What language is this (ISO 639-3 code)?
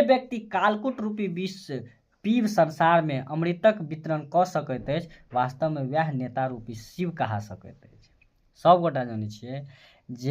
mai